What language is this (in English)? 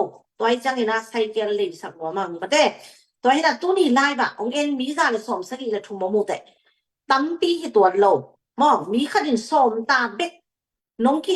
Tedim Chin